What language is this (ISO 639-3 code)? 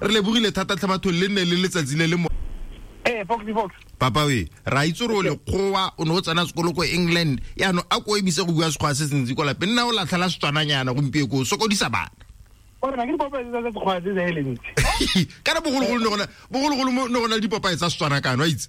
tsn